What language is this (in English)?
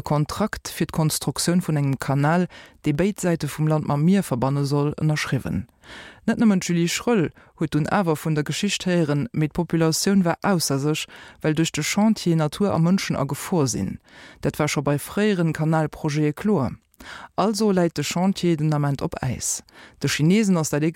Luxembourgish